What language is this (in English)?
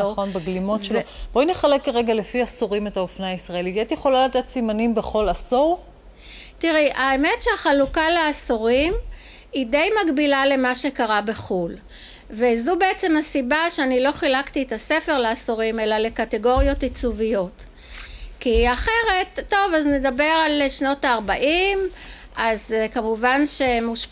Hebrew